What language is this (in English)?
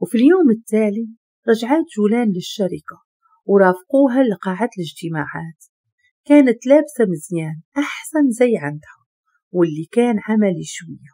Moroccan Arabic